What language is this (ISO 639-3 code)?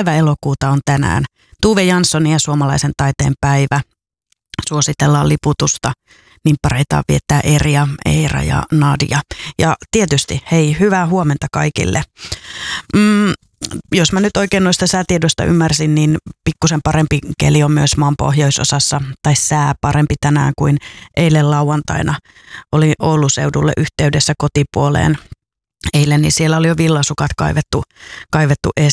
fin